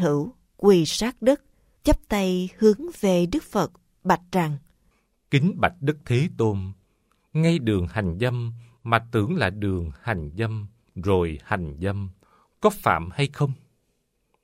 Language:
Vietnamese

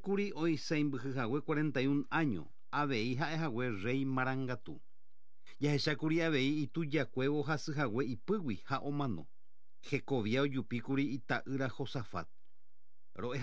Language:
Guarani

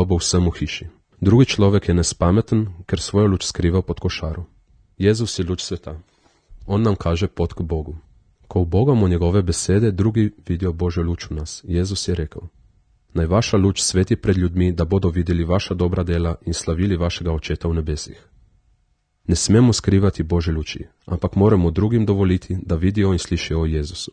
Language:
Slovenian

